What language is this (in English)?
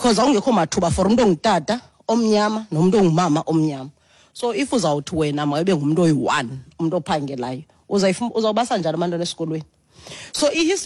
Xhosa